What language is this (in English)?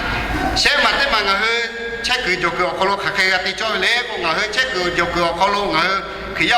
Lahu